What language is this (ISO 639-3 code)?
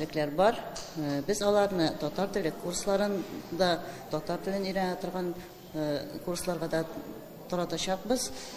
tat